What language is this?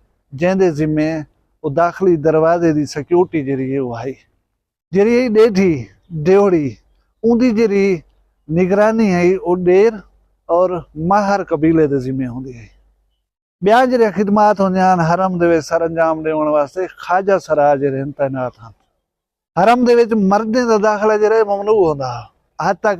Saraiki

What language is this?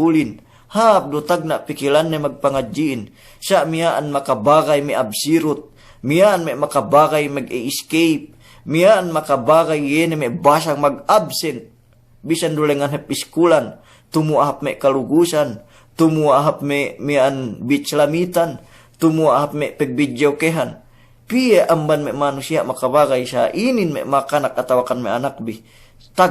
Yakan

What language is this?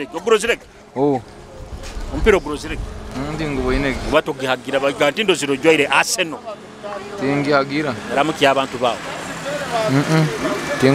Nyoro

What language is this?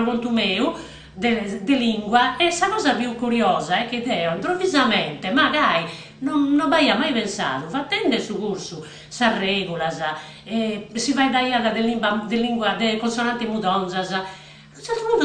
Sardinian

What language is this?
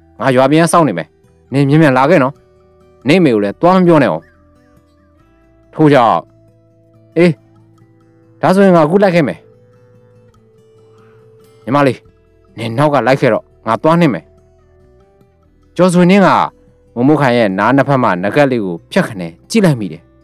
Burmese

